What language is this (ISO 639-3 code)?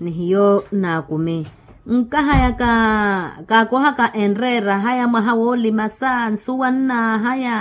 vmw